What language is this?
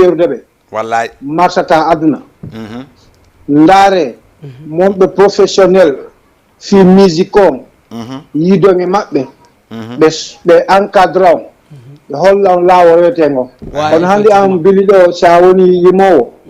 Fula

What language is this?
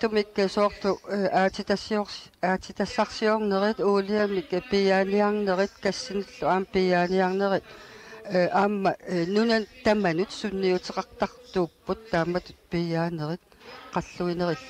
Kalaallisut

